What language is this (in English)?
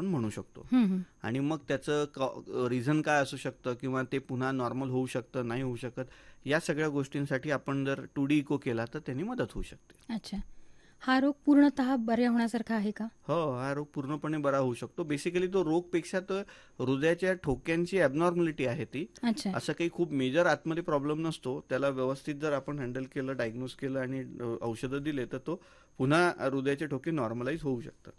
Marathi